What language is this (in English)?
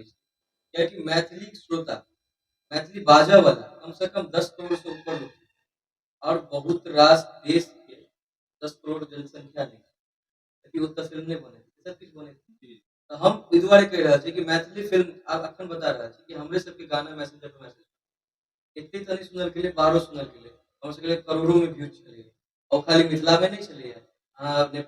Maithili